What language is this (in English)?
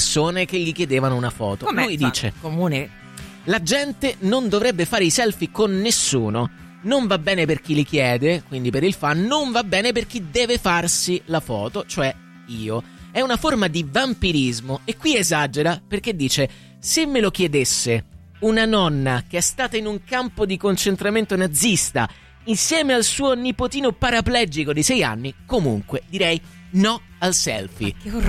Italian